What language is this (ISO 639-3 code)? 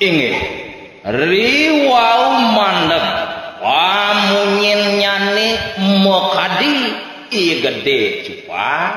ban